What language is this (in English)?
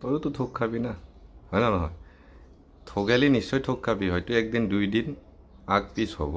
Assamese